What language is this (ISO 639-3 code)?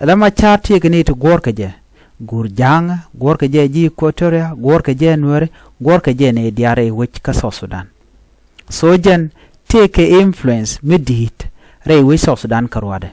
nus